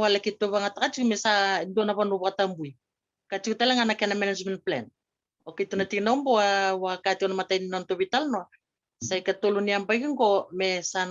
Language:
Fijian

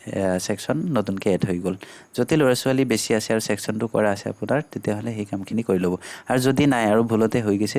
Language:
Assamese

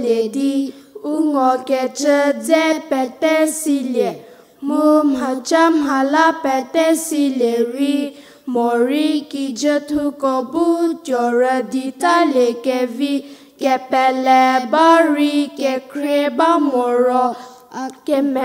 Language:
Angami Naga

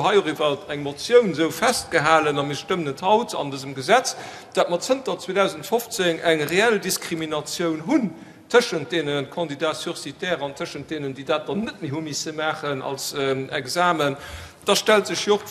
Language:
Luxembourgish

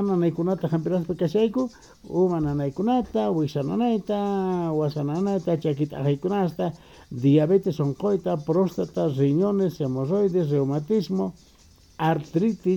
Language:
Quechua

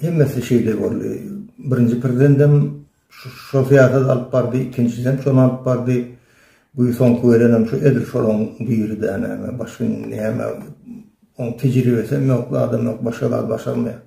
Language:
Turkmen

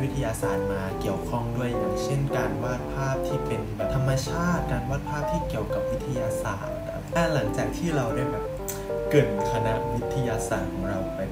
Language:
Thai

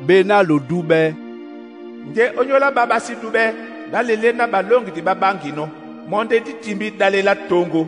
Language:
Duala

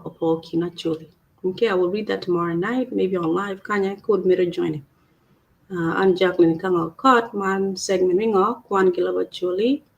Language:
Acoli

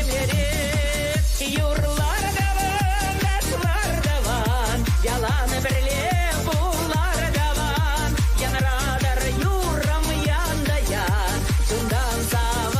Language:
Chuvash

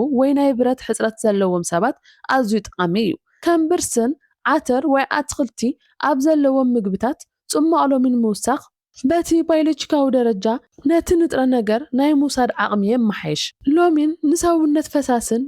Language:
Tigrinya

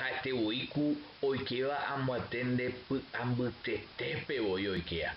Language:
Guarani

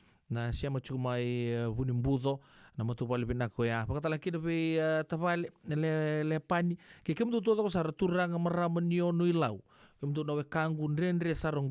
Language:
Fijian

